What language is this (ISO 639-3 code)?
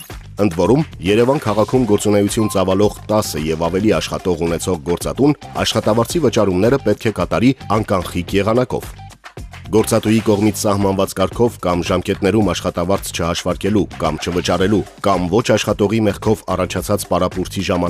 hye